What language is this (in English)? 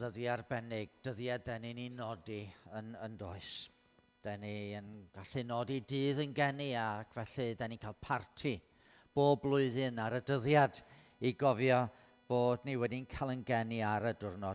Welsh